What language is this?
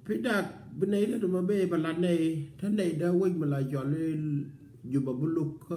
Nuer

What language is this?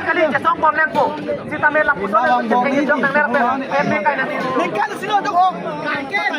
Karbi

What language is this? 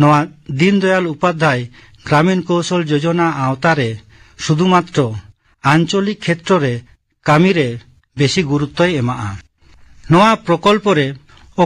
Santali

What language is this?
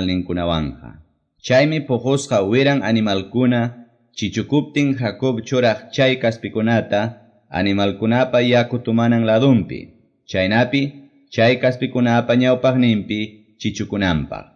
Quechua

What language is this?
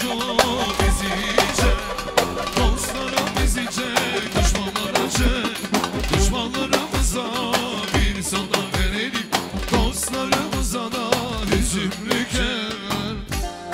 Turkish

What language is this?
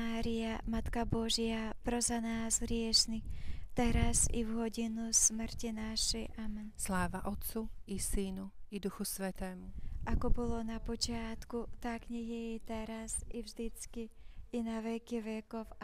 Slovak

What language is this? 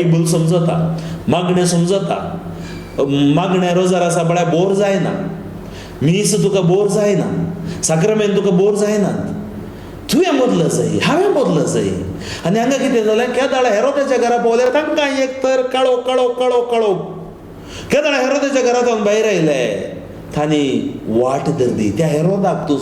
Konkani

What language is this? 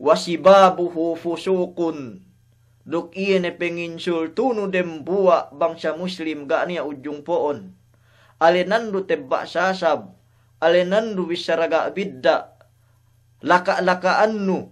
Yakan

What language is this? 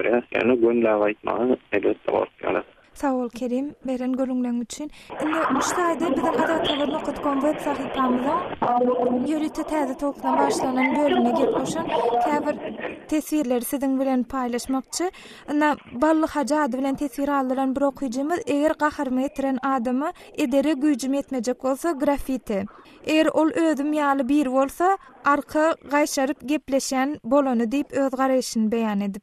Turkmen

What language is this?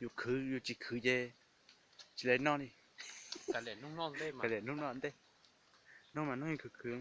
Hmong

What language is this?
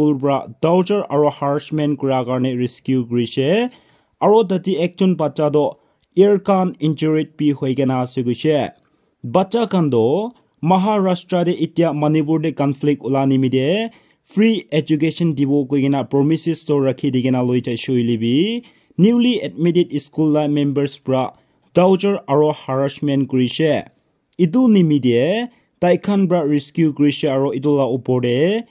Naga Pidgin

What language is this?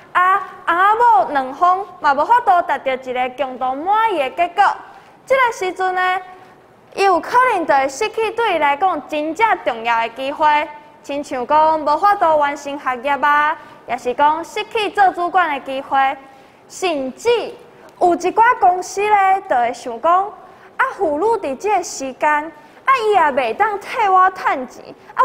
Min Nan Chinese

